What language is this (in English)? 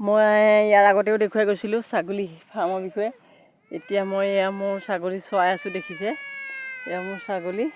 Assamese